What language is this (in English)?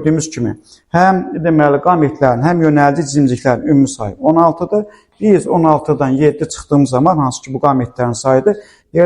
Azerbaijani